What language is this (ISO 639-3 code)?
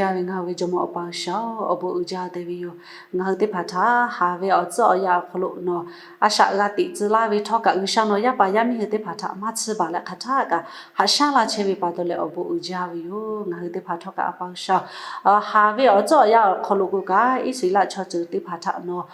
lhu